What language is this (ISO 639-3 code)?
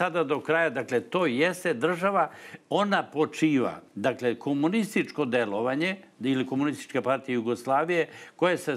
srp